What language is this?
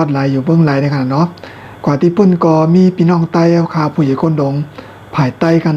Shan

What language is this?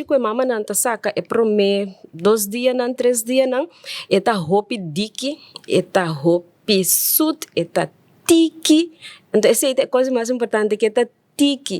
Papiamento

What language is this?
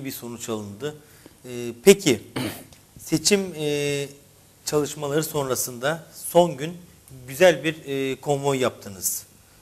Turkish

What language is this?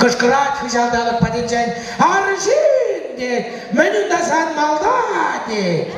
Chuvash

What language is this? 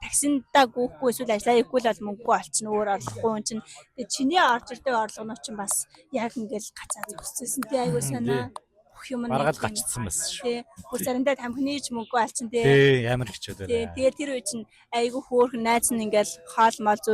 Mongolian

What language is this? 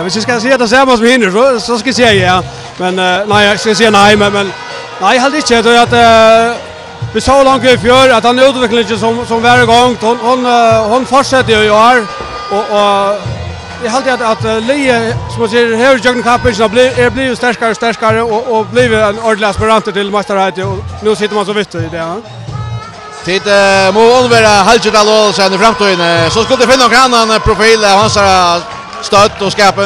Faroese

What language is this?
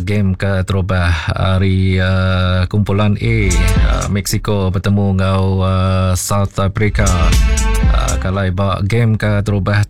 Iban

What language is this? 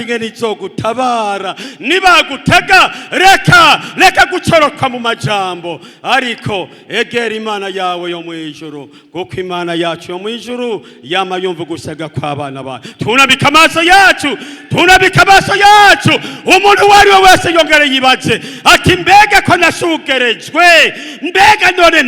Rundi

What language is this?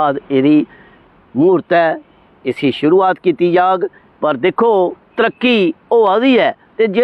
Dogri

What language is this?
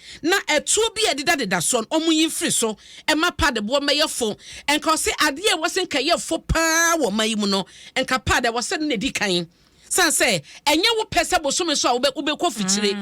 Akan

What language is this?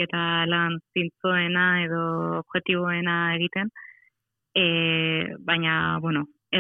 Basque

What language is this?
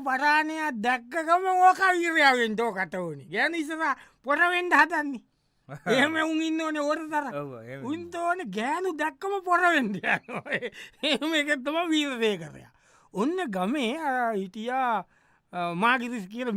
Sinhala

